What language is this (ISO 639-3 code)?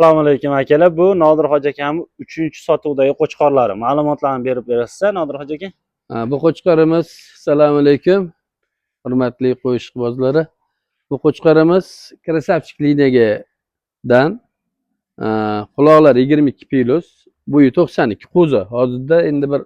uzb